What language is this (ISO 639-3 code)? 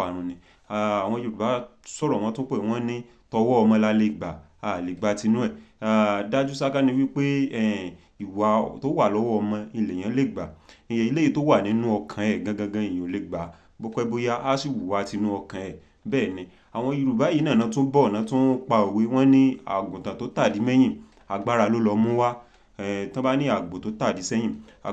yor